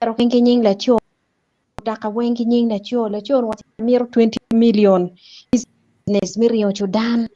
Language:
Acoli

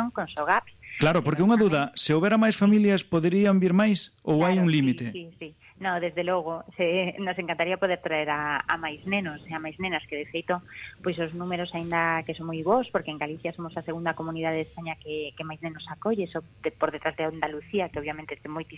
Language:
Galician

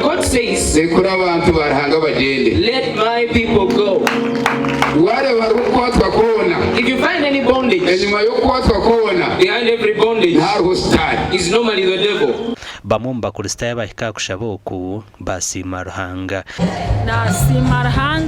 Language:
Nyankole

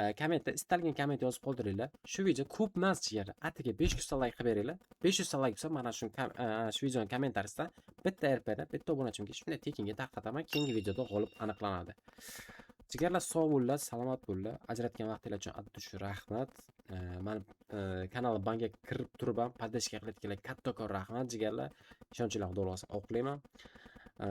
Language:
Uzbek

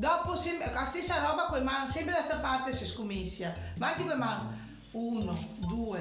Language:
Venetian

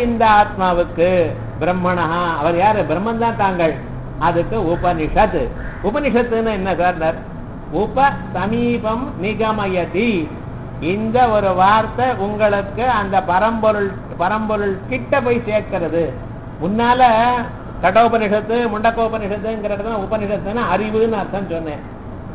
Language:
Tamil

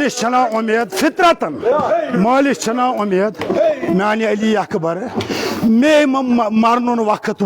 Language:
Kashmiri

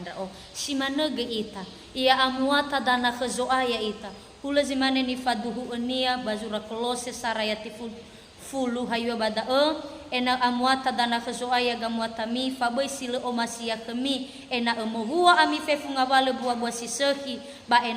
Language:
Nias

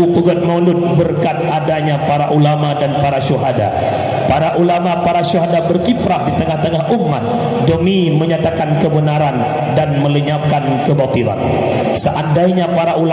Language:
Achinese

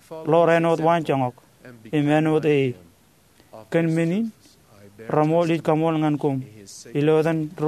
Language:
Marshallese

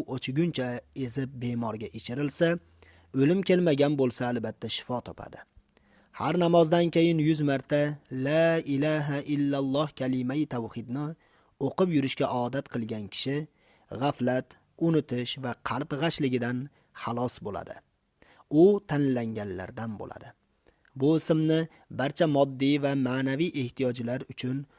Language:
Uzbek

